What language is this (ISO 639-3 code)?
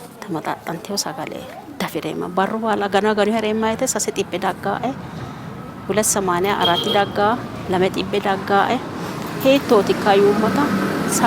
sid